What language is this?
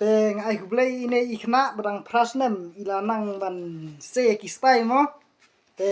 Khasi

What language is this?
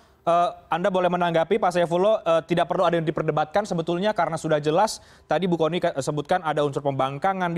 Indonesian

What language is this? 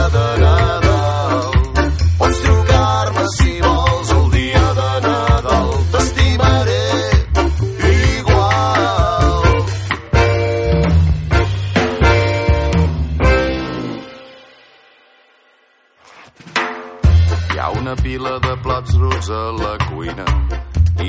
Catalan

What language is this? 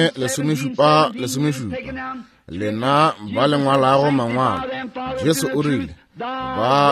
Northern Sotho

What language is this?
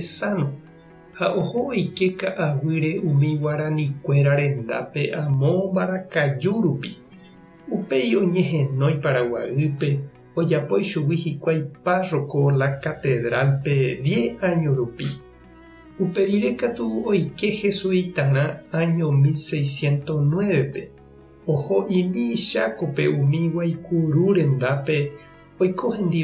Guarani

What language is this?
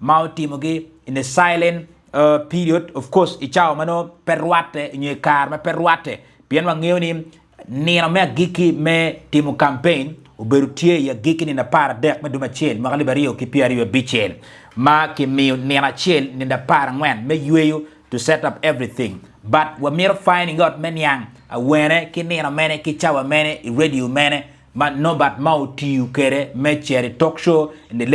Acoli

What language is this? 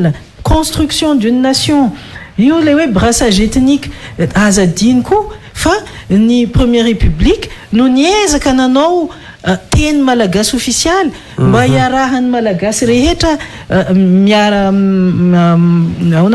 Malagasy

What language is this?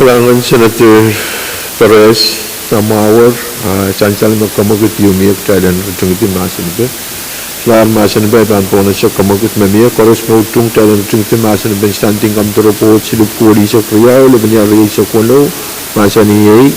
Pohnpeian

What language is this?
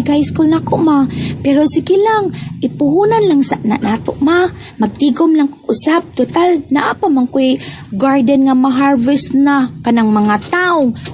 Cebuano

